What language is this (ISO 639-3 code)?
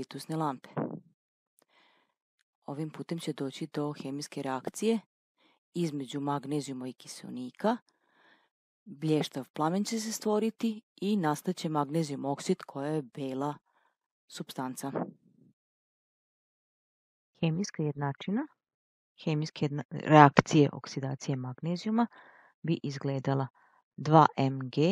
srp